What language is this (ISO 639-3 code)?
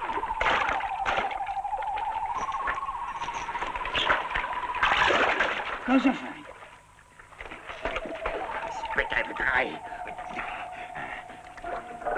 ita